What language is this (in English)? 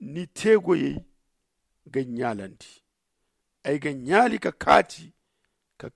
Zarma